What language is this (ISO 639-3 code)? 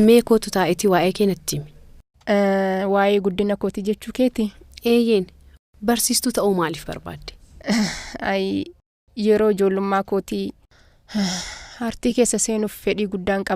orm